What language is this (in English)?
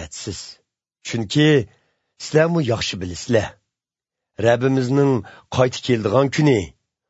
Uzbek